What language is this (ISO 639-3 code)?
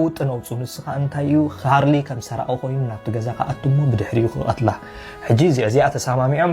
tir